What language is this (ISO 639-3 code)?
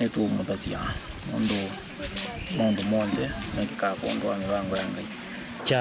kam